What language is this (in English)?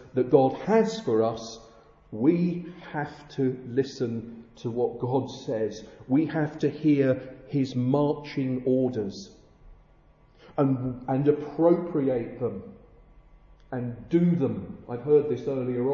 English